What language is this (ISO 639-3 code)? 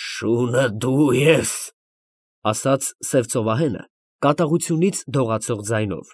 hye